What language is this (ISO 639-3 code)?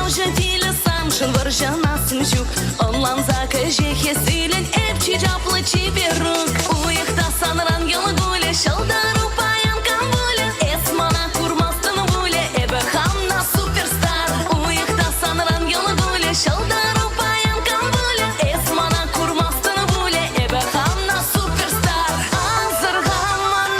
chv